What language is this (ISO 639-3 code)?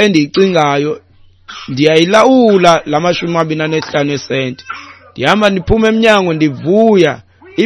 xho